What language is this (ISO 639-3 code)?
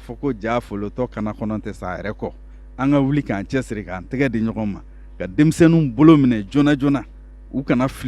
bam